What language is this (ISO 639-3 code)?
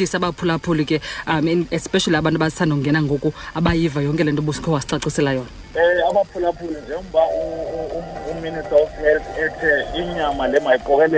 xho